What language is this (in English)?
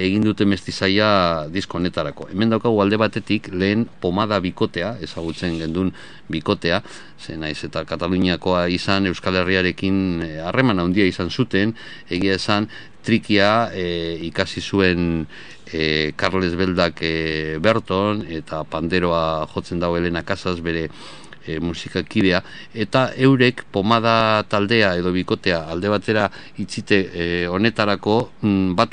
Basque